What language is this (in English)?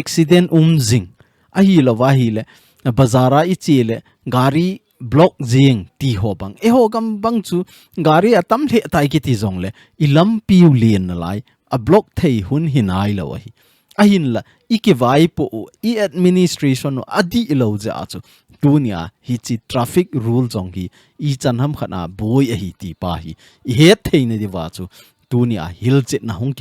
Thado Chin